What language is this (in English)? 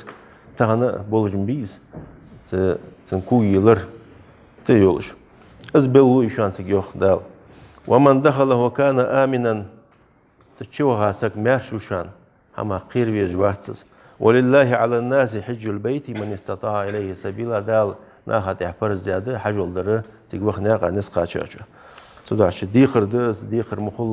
Ingush